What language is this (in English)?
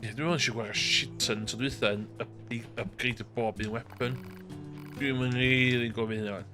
Welsh